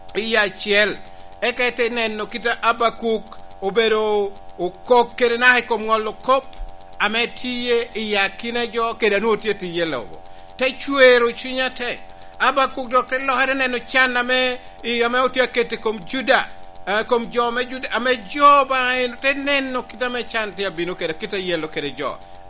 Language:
Lango (Uganda)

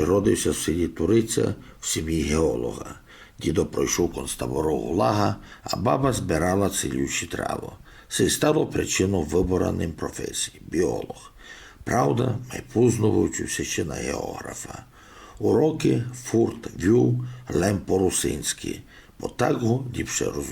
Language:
Rusyn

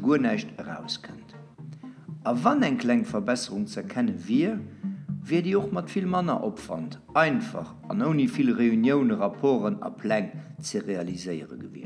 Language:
Luxembourgish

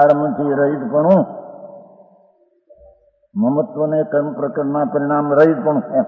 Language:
Gujarati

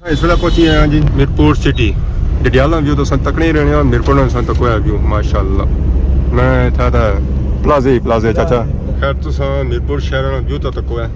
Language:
Pahari-Potwari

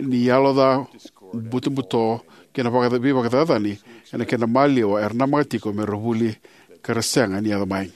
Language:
Fijian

